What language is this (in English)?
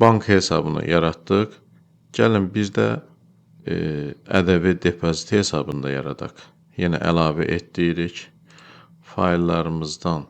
Azerbaijani